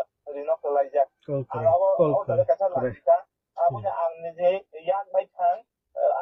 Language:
Kok Borok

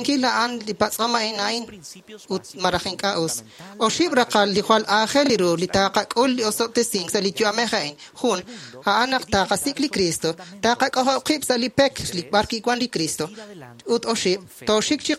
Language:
Kekchí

